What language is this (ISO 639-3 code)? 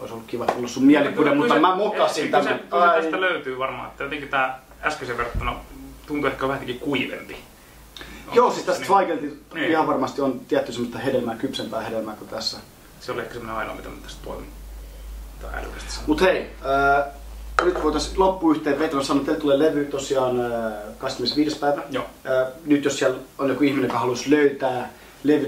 fin